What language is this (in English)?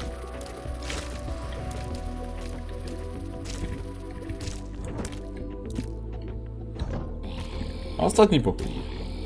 Polish